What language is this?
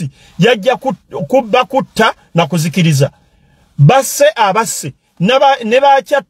Ganda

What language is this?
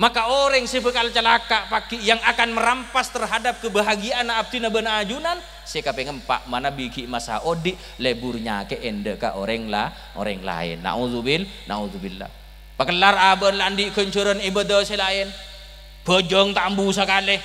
Madurese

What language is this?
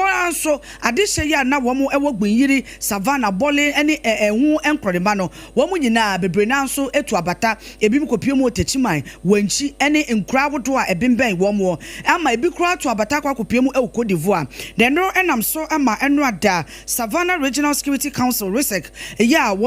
Akan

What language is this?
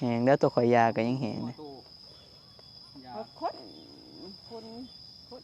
Northeastern Thai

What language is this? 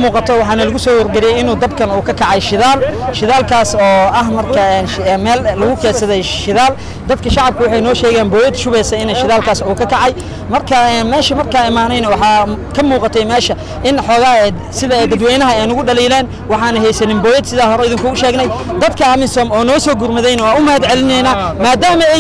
Somali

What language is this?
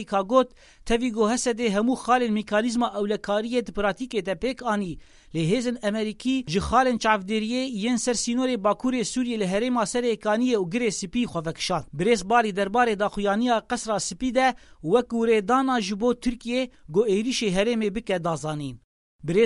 Kurdish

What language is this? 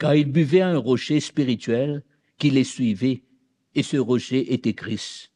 Morisyen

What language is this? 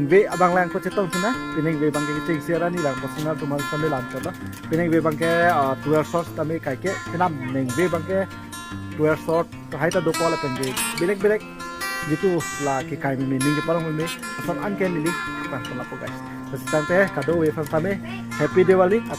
Karbi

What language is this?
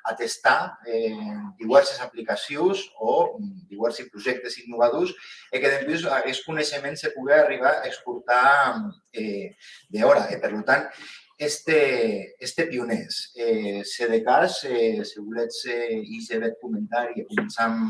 Occitan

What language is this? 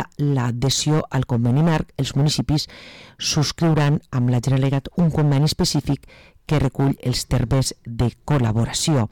Catalan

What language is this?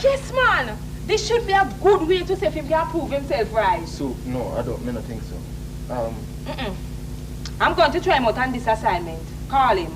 Jamaican Creole English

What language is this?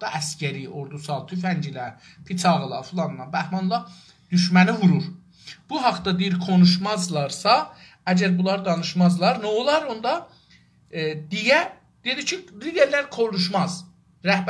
South Azerbaijani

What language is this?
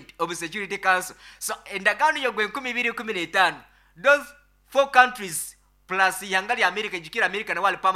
Nyankole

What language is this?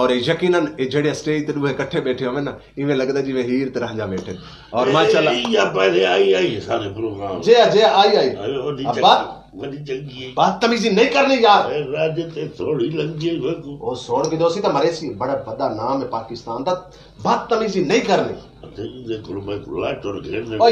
Saraiki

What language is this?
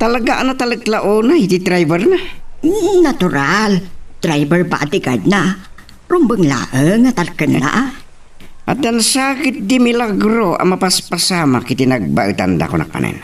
Iloko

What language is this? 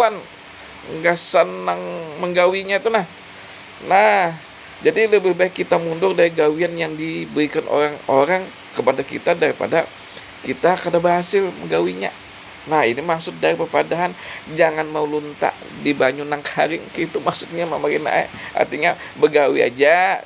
Banjar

